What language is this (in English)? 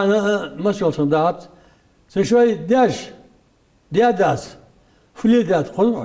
Ingush